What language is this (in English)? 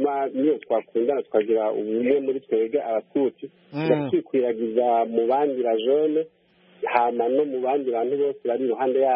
Kinyarwanda